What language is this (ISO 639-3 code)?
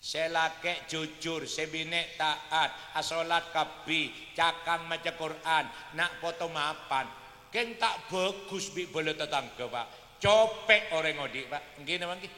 mad